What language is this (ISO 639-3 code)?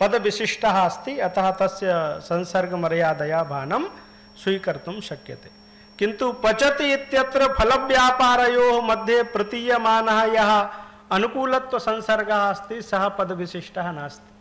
san